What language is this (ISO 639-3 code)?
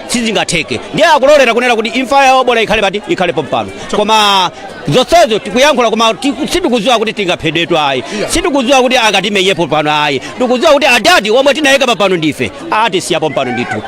nya